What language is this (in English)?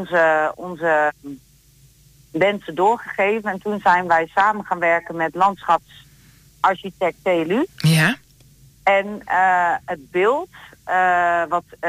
Dutch